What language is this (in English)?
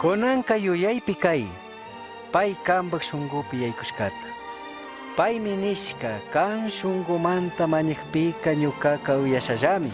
Chimborazo Highland Quichua